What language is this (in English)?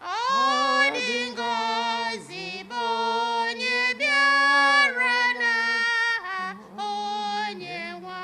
Igbo